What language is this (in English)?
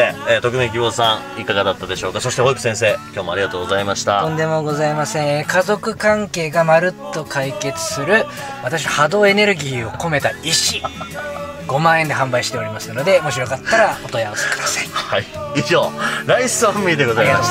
Japanese